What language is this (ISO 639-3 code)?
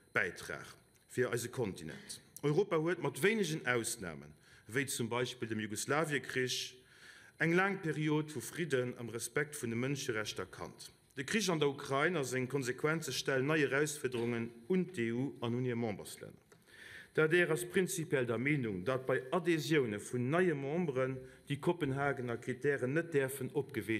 ltz